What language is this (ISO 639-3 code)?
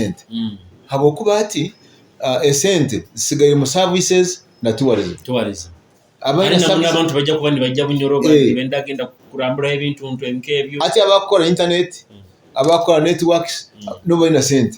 nyo